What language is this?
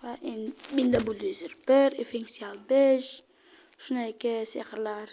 Uzbek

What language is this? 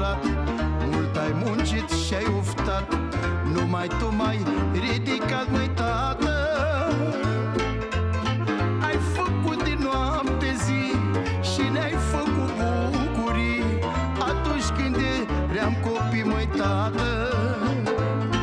Romanian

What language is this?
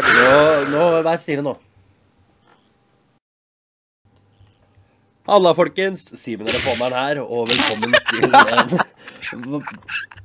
Norwegian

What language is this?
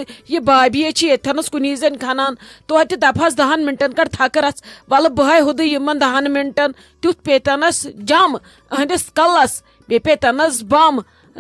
Kashmiri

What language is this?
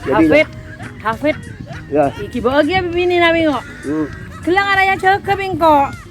Madurese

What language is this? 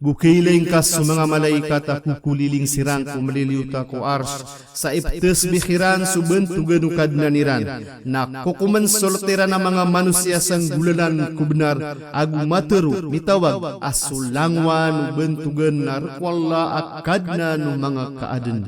Maranao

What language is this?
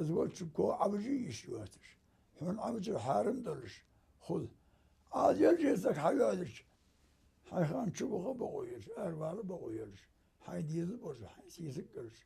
Ingush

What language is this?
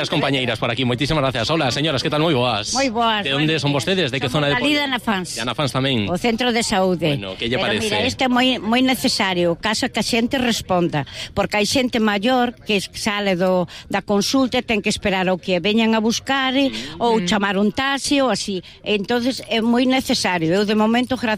Galician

